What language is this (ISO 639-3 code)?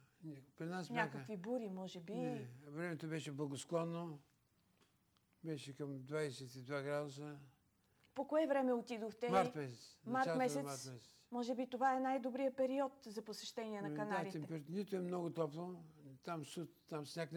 bul